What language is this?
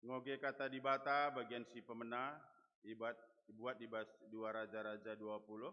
Batak Karo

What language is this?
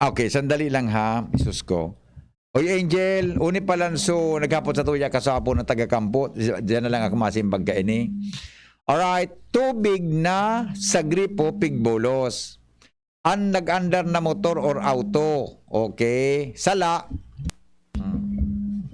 Bikol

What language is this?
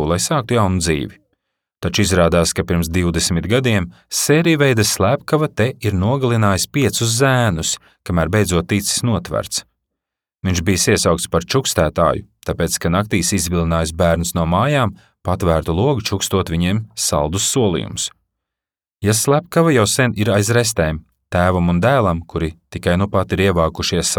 Latvian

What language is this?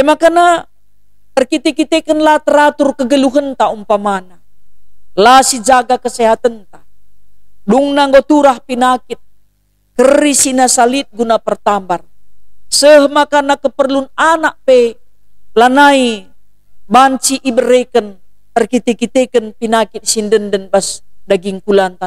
Batak Karo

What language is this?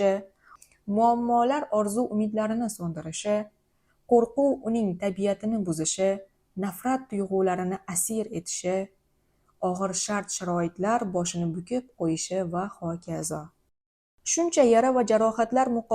Uzbek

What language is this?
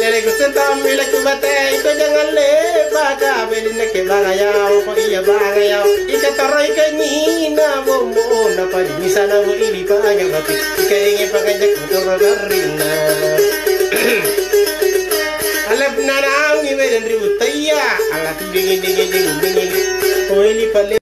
Makasar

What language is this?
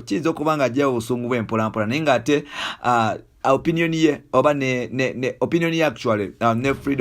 Ganda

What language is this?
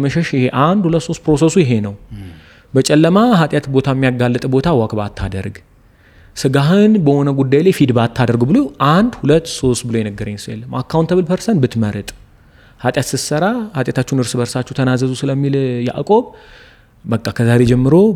Amharic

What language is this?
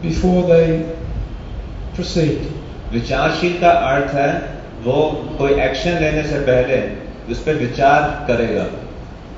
Hindi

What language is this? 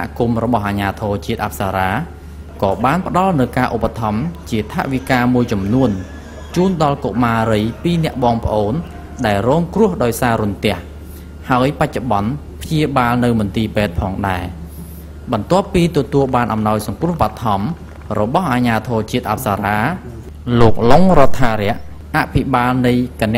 Khmer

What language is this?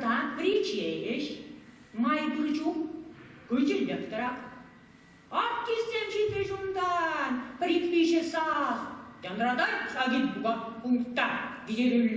Chuvash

